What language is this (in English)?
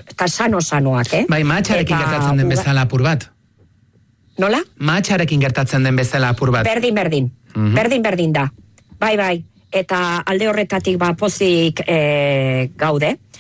Basque